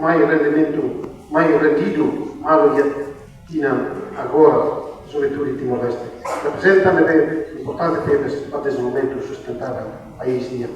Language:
Tetum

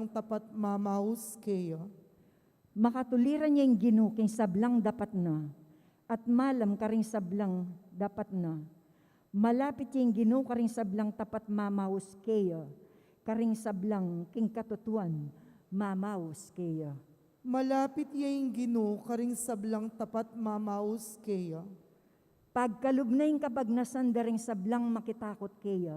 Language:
Pampanga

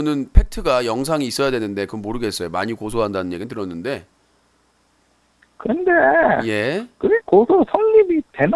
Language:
Korean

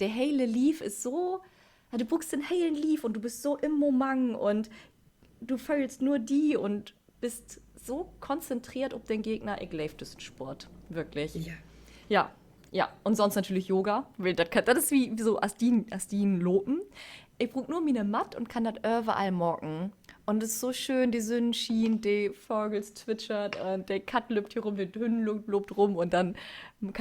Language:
Low German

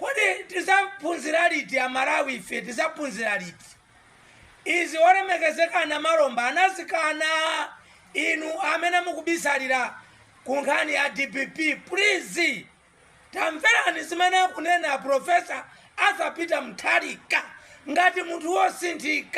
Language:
Nyanja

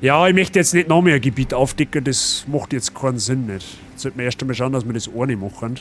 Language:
Bavarian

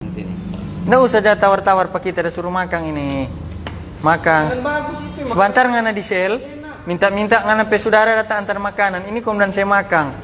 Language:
Manado Malay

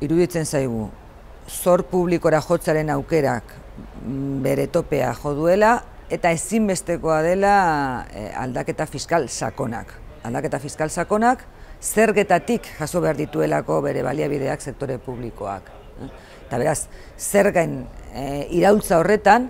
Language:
Basque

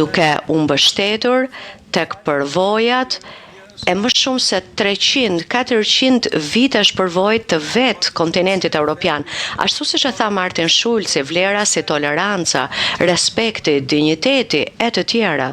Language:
Albanian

